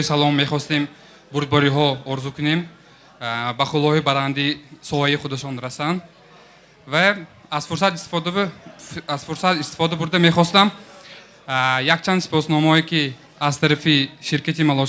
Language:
Tajik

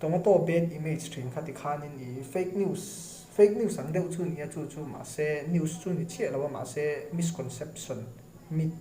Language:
Mizo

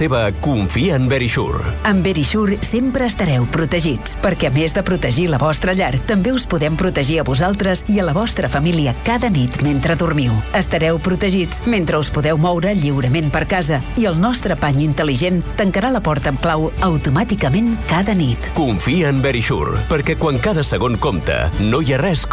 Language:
Catalan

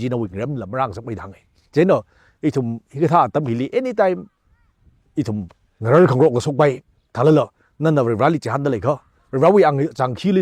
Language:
Tangkhul Naga (India)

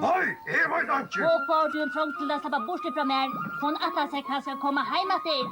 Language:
Faroese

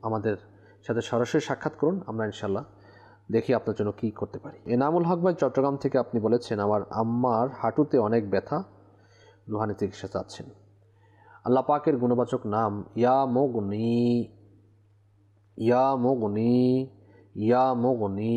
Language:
Bangla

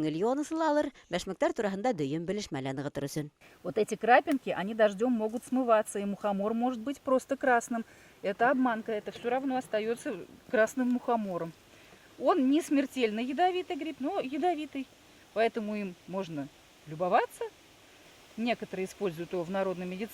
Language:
Bashkir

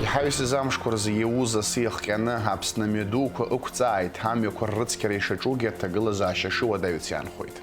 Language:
Abkhazian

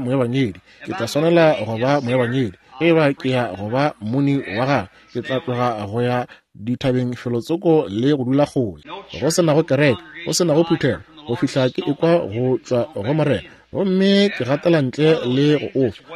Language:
Northern Sotho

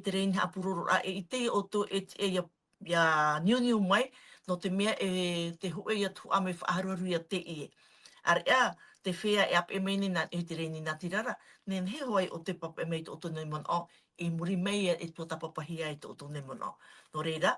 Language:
Tahitian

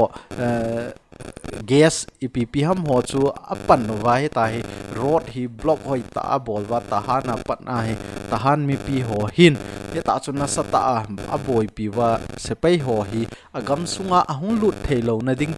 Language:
Thado Chin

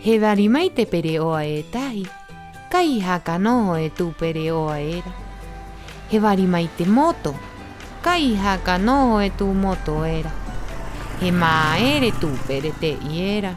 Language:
Rapanui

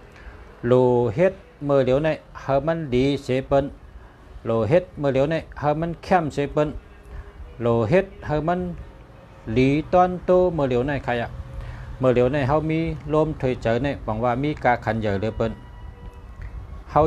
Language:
Shan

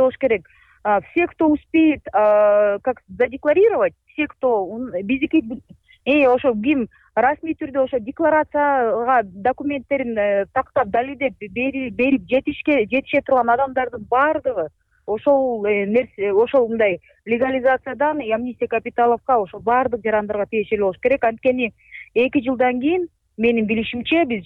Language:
Kyrgyz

